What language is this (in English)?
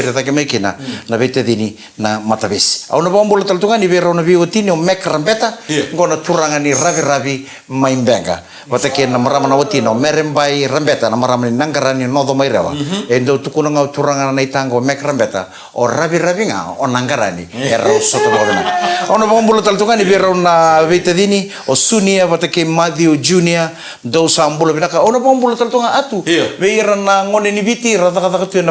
Fijian